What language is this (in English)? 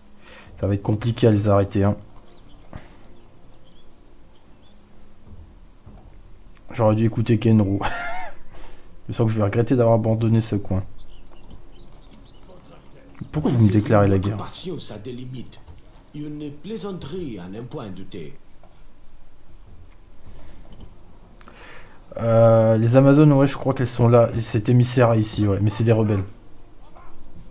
French